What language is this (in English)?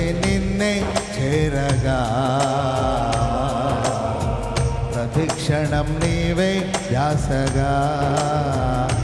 Telugu